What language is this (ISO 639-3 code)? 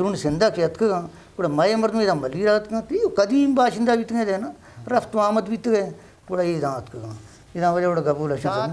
bgp